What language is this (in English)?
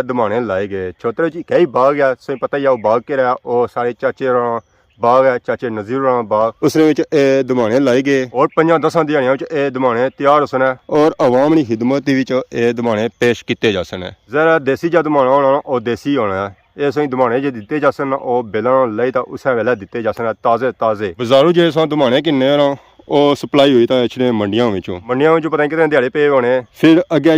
Pahari-Potwari